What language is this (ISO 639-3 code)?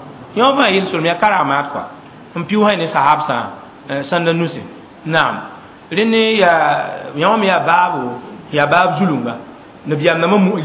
mos